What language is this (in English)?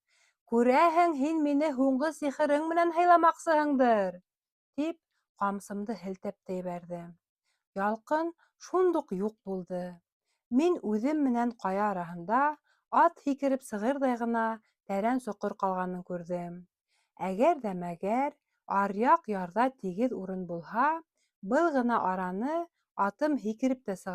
Bashkir